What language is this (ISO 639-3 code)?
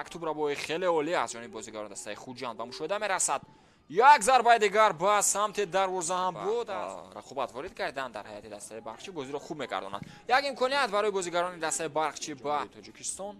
tgk